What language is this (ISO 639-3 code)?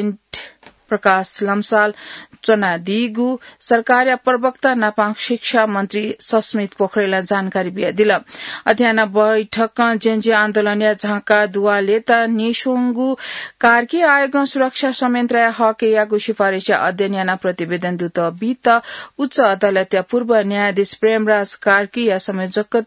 new